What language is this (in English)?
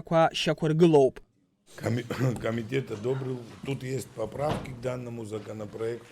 Abkhazian